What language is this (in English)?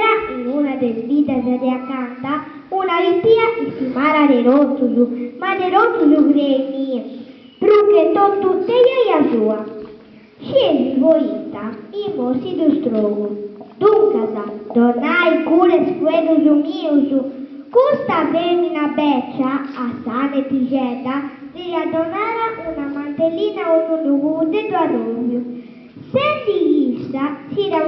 Sardinian